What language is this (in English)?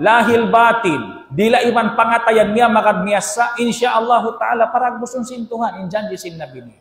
Tausug